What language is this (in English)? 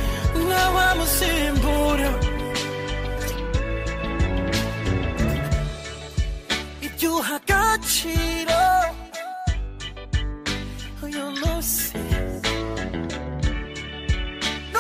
Kinyarwanda